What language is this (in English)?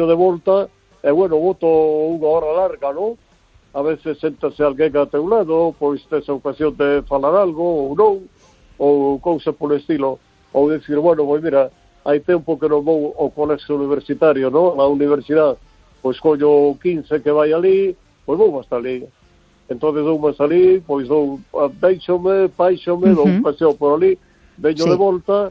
Galician